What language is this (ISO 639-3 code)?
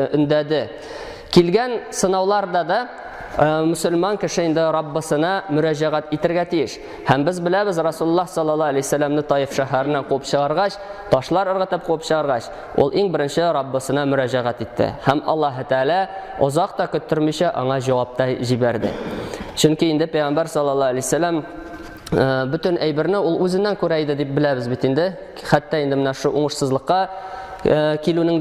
tat